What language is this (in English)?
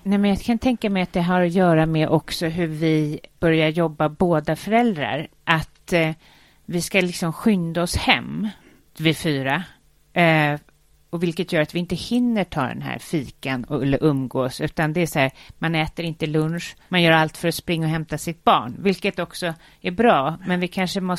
Swedish